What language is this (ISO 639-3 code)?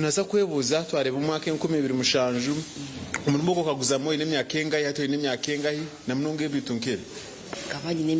nyn